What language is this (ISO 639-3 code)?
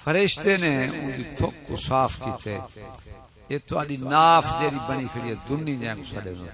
skr